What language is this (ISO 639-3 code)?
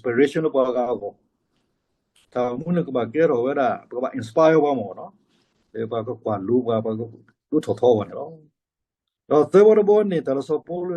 ksw